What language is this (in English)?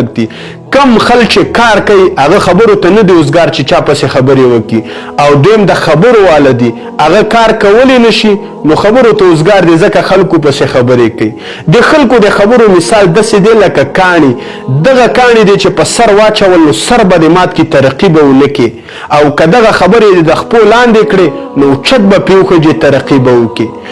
Pashto